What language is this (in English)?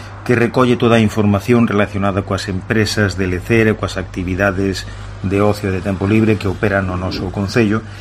Galician